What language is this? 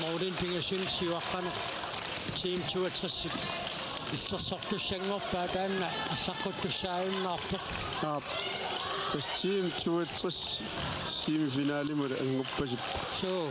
Kalaallisut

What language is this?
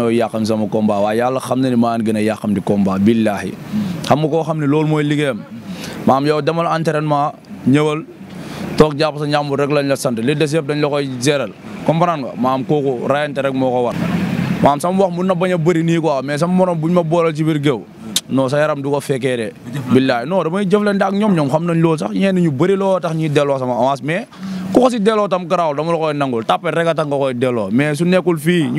Wolof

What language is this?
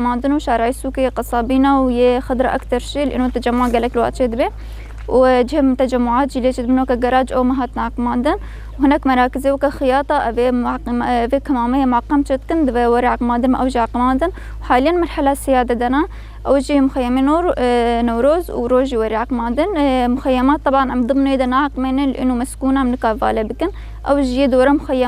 Kurdish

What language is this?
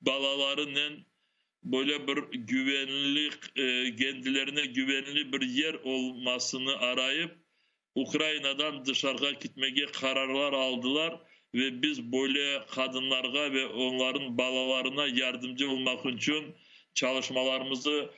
Crimean Tatar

